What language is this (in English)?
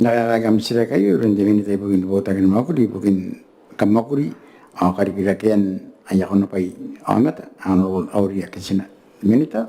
Gilbertese